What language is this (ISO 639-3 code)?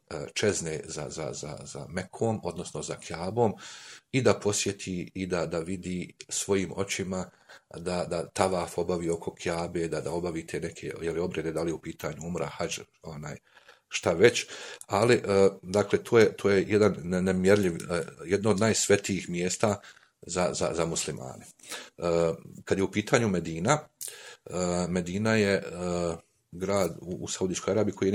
bos